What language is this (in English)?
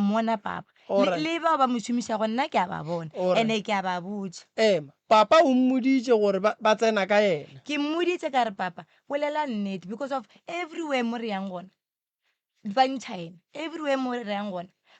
Northern Sotho